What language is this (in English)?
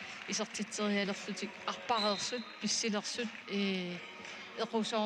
Kalaallisut